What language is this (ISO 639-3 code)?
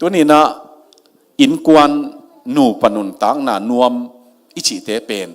ctd